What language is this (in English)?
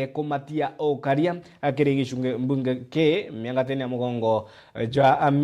Meru